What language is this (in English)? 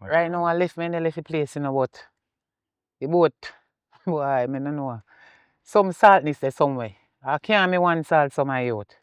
Jamaican Creole English